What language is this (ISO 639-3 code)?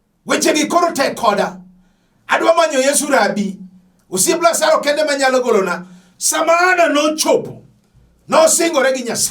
luo